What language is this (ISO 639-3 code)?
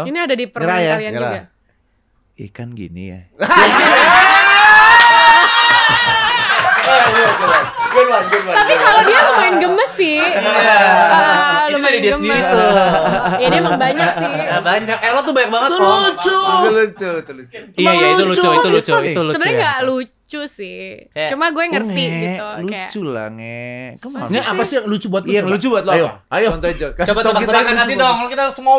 ind